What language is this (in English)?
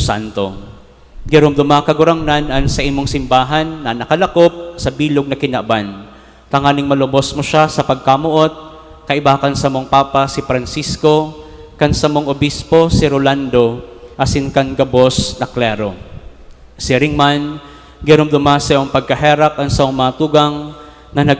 Bikol